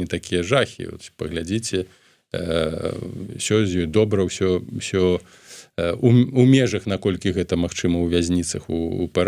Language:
Belarusian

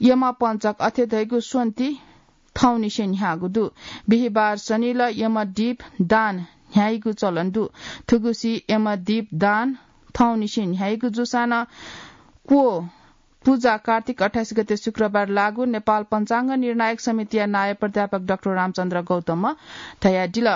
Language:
Newari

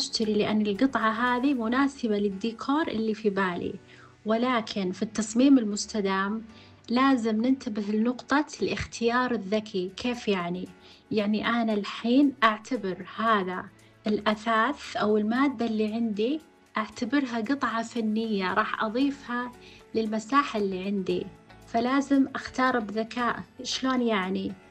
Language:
Najdi Arabic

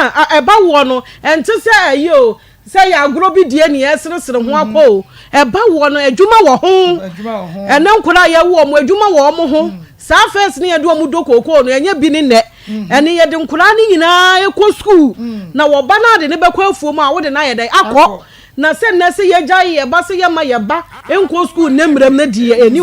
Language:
Akan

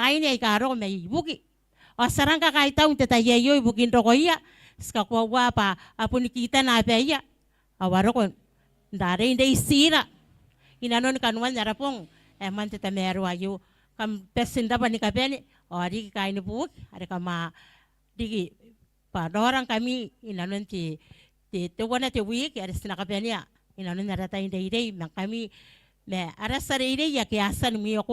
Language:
Gilbertese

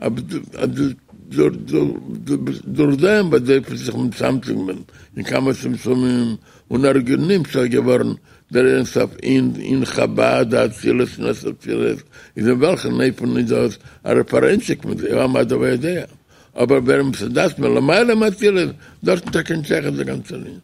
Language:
Yiddish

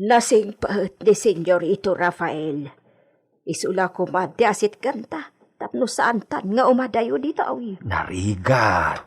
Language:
Iloko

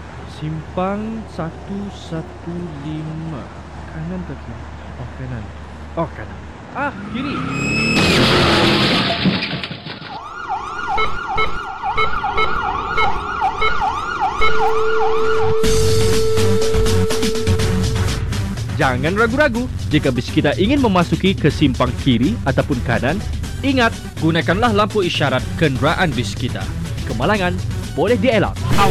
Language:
Malay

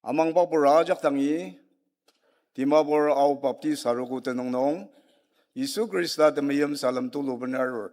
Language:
Ao Naga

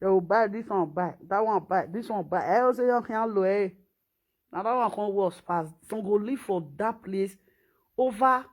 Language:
Nigerian Pidgin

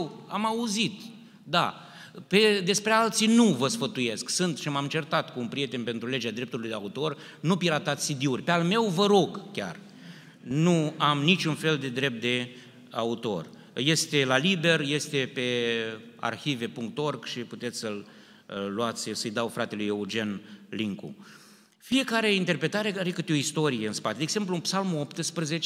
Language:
Romanian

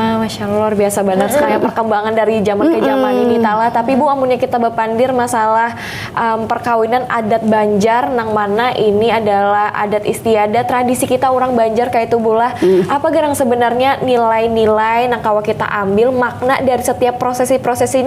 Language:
Banjar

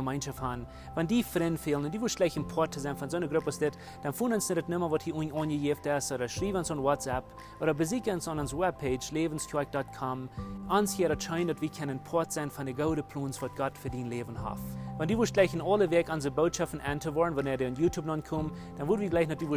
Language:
Plautdietsch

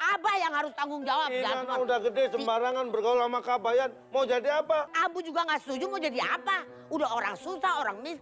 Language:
Betawi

